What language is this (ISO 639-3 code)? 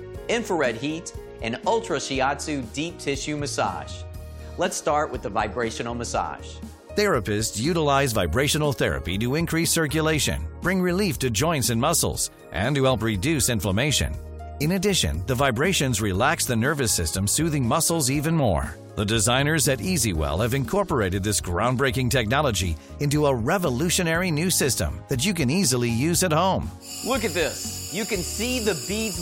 eng